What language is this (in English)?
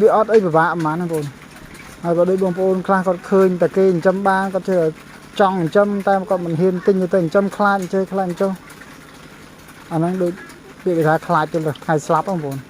Khmer